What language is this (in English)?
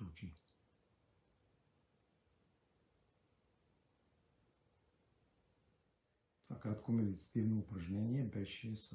Bulgarian